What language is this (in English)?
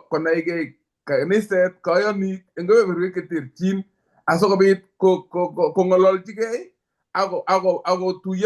Kalenjin